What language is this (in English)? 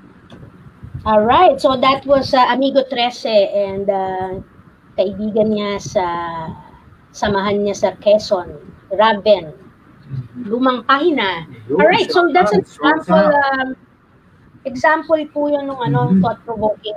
Filipino